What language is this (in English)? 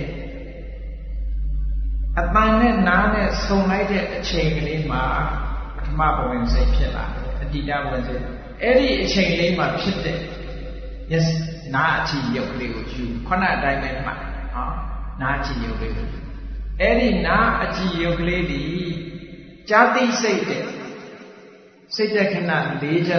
Burmese